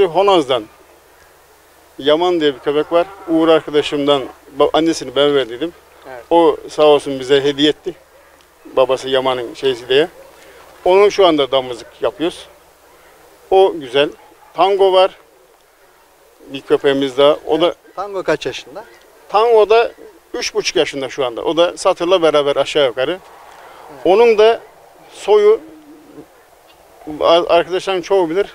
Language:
Turkish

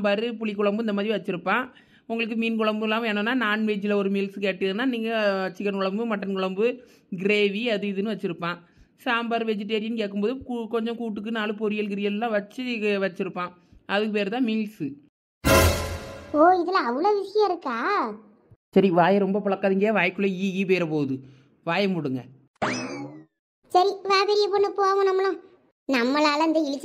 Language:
Tamil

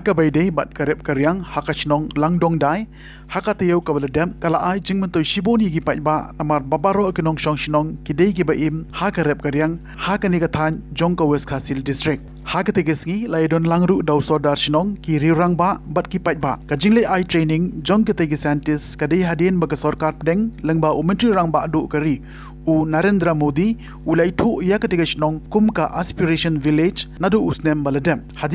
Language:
Khasi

